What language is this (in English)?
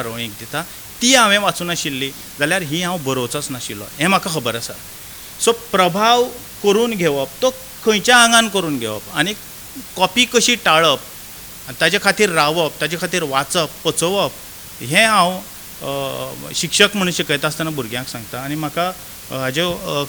Konkani